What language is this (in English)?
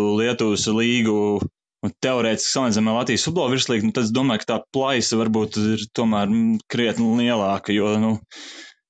Latvian